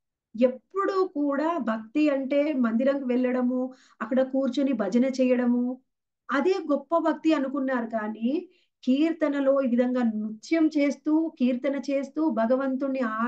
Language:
Telugu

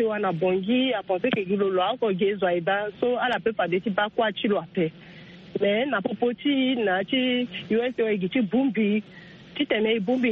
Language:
Sango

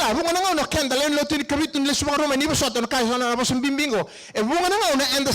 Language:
Fijian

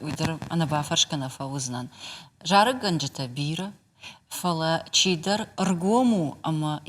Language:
Ossetic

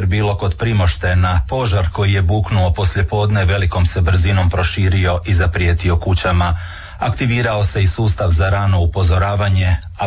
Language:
Croatian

